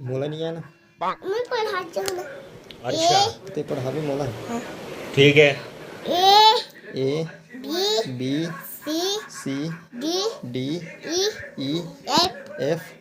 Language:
Chhattisgarhi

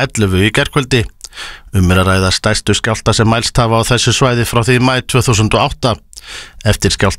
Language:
Icelandic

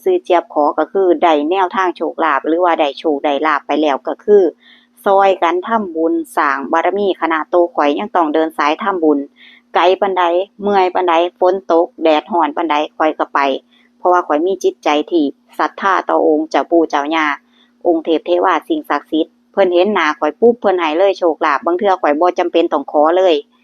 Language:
Northeastern Thai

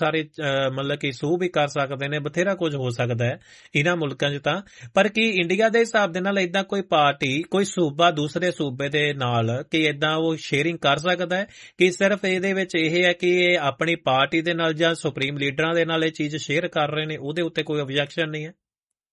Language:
Punjabi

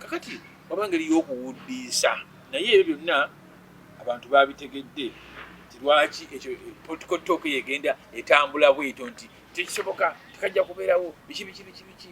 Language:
Ganda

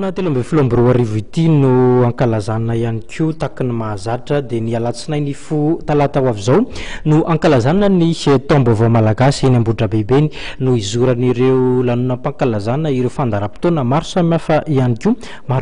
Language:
Malagasy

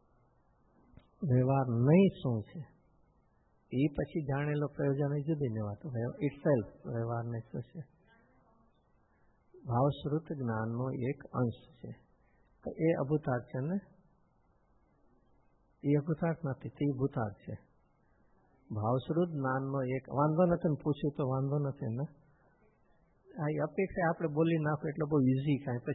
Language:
Gujarati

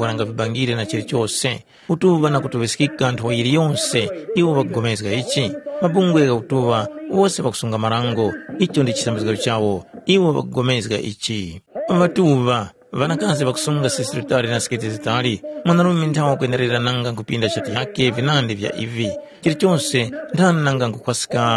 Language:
Tumbuka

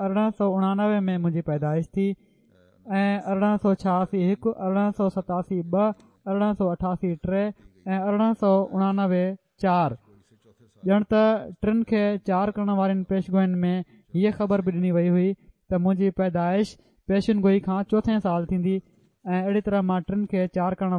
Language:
Sindhi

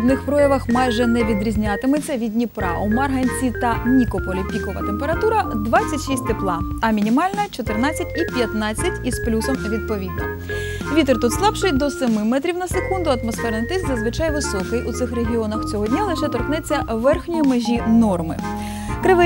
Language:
Ukrainian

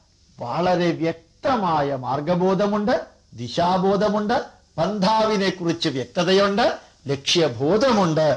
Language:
Malayalam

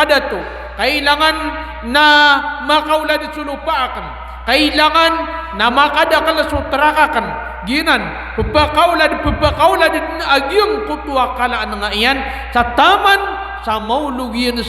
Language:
Maranao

